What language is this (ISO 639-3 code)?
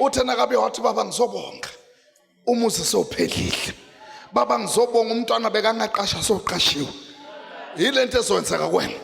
zul